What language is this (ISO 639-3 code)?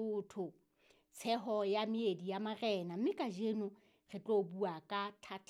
sot